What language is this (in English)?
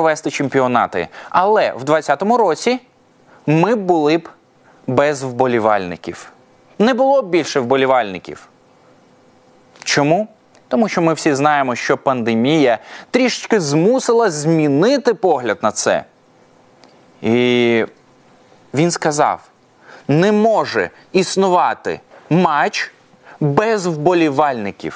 Ukrainian